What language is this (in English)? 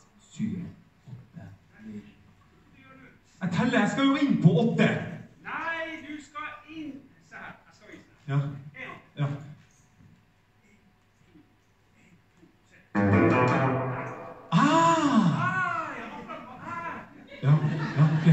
Norwegian